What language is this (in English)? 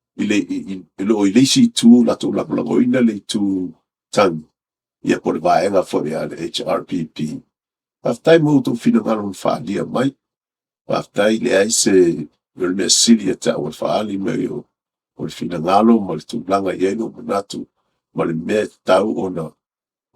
Samoan